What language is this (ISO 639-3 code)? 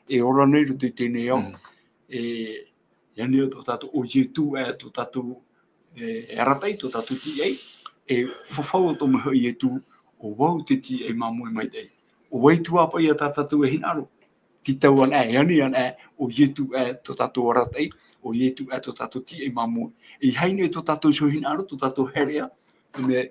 tah